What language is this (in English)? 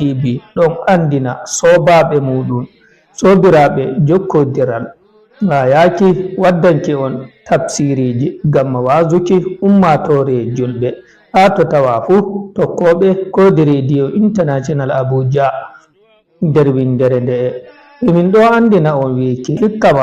Fula